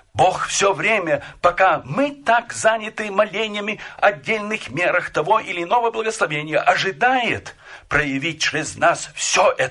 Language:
Russian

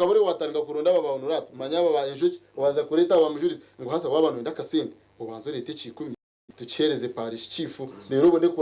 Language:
Nyankole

